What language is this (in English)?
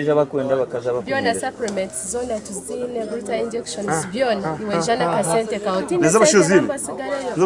Nyankole